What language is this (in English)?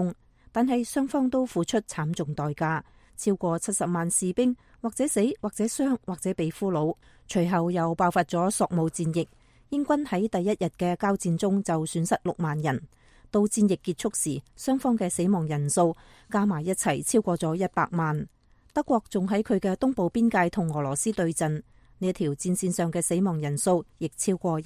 Cantonese